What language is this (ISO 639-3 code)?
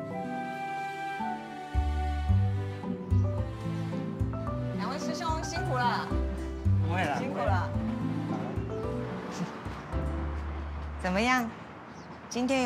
zho